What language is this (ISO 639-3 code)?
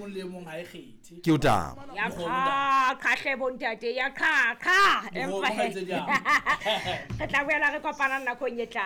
sot